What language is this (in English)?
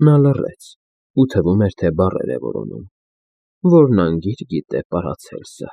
Armenian